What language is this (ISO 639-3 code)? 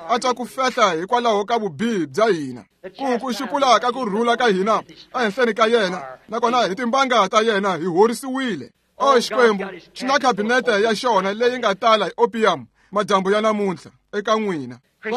tso